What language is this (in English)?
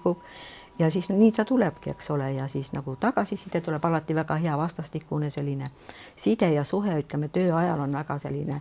Estonian